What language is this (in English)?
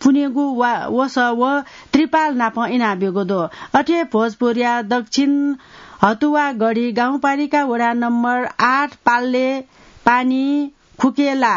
Newari